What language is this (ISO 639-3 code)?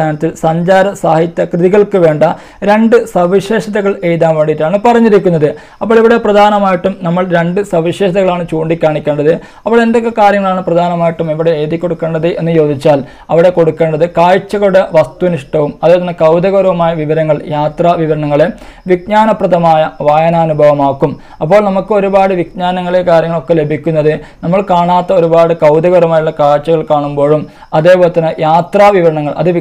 mal